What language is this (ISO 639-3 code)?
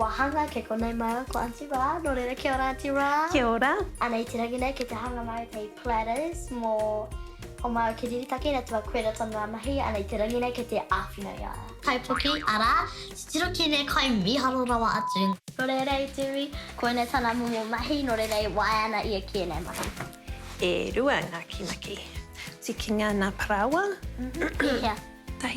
mri